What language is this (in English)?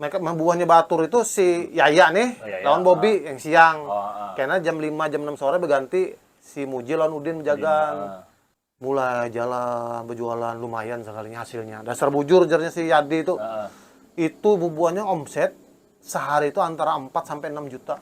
Banjar